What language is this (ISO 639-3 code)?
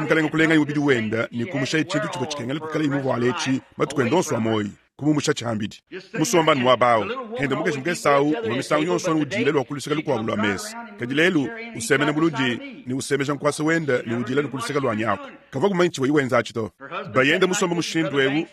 lua